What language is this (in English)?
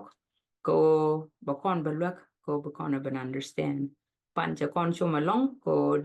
Nuer